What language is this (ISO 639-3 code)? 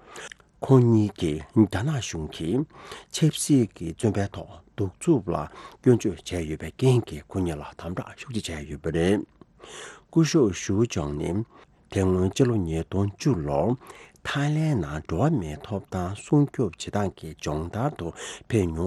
bod